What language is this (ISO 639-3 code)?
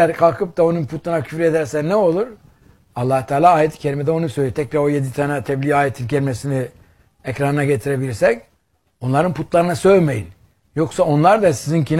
tur